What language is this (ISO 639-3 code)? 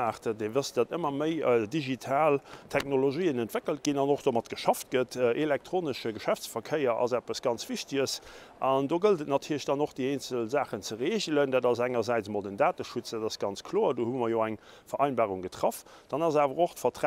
ltz